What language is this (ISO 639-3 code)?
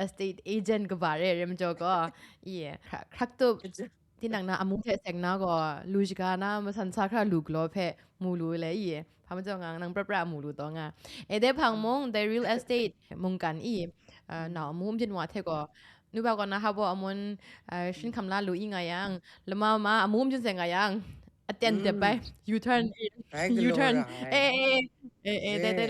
kac